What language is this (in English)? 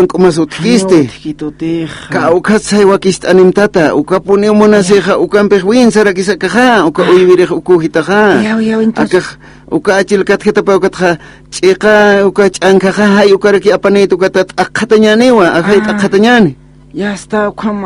Aymara